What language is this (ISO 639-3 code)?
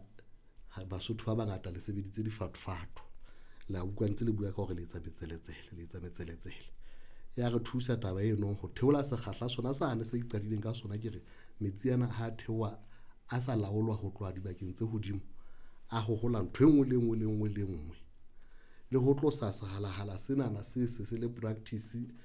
sot